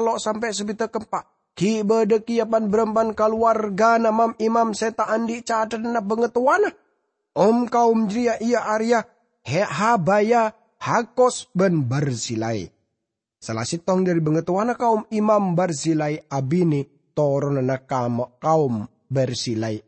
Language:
Madurese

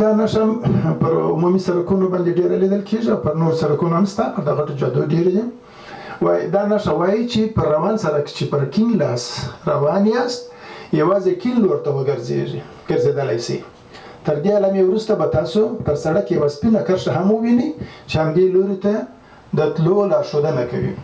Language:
Pashto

